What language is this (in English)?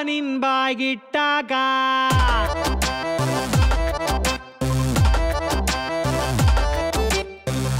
Kannada